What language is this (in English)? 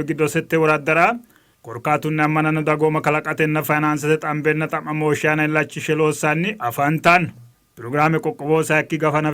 Sidamo